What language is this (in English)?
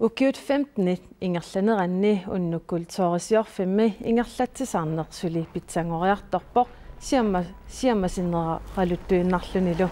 Kalaallisut